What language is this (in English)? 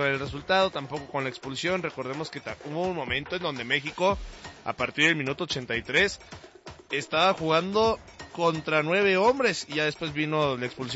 Spanish